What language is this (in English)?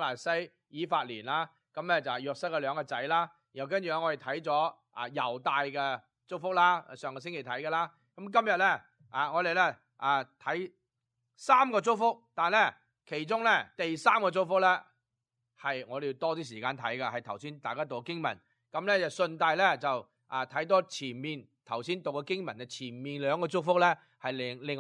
Cantonese